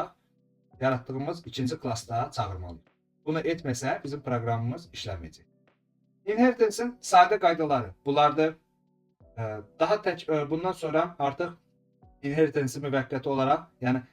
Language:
Azerbaijani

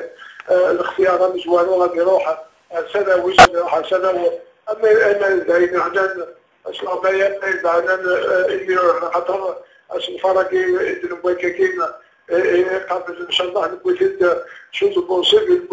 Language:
Kabyle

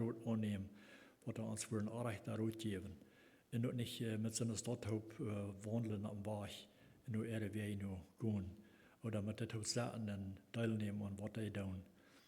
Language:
Plautdietsch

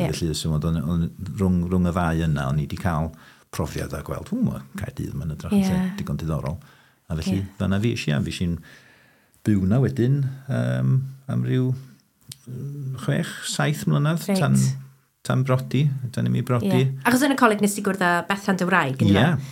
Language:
Welsh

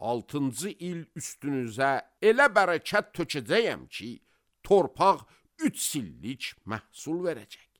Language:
Azerbaijani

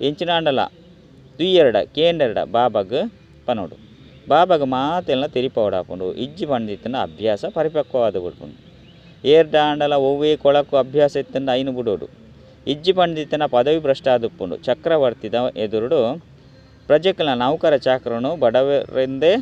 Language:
Tulu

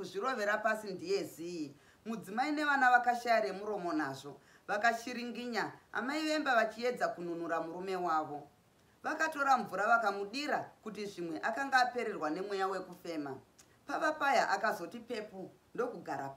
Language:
Shona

